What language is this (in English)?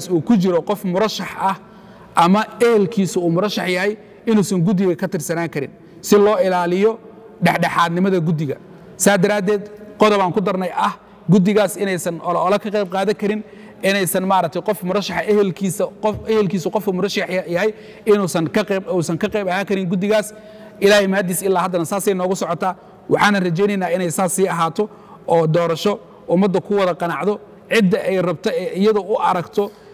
Somali